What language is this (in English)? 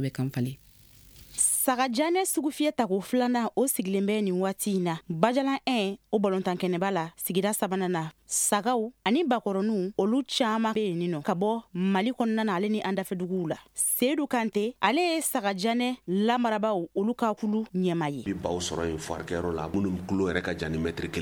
Bambara